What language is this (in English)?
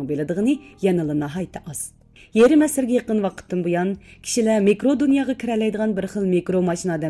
Uyghur